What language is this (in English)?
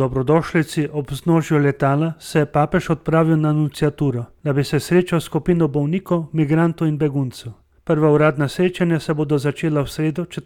Slovenian